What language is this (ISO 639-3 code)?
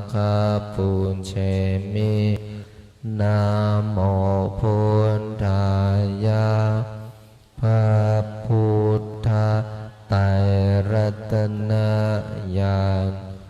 pli